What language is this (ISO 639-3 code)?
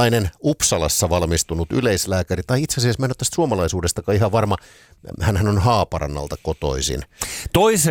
fin